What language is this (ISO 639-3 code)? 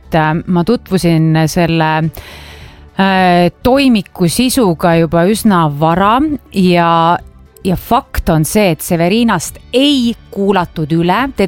est